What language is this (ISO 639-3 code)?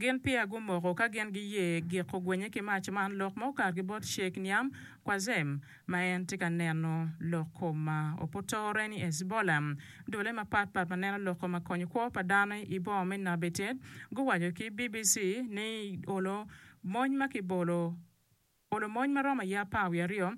ach